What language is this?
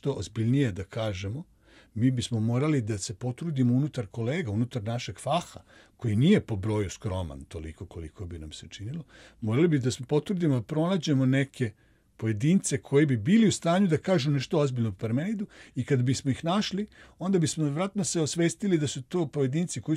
Serbian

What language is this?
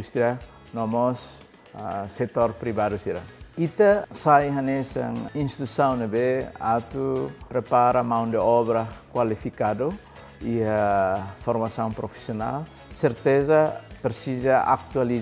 Tetum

